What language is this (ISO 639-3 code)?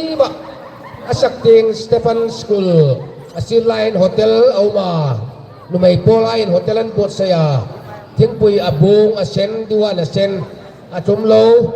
hmr